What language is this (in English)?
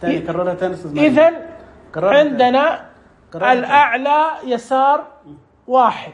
Najdi Arabic